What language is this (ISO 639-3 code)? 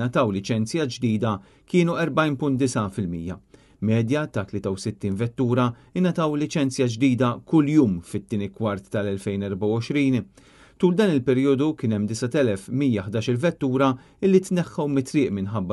mlt